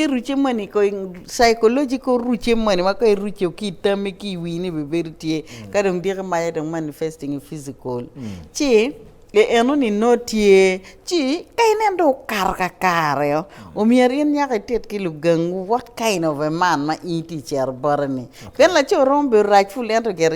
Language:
Acoli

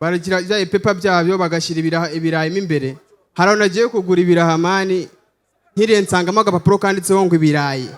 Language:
Kinyarwanda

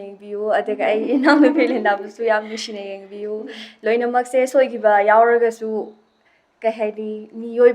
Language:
Manipuri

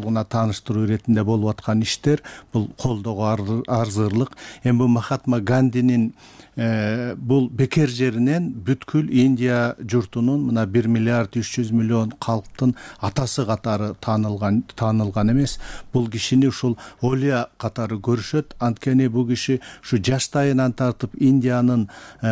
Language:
Kyrgyz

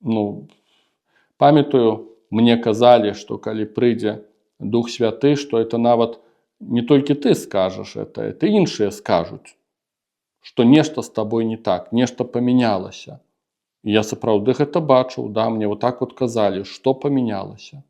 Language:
Belarusian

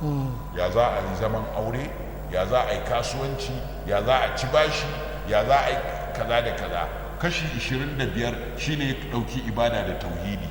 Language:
Hausa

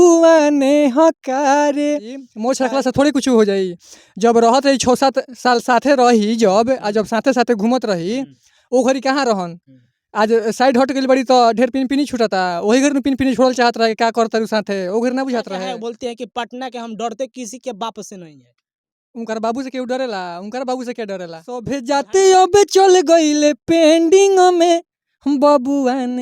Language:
Bhojpuri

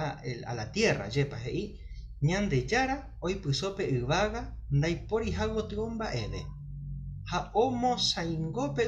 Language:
Guarani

